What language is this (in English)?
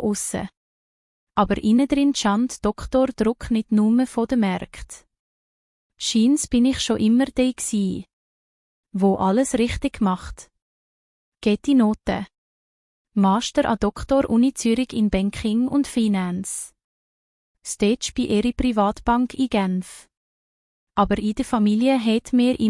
Swiss German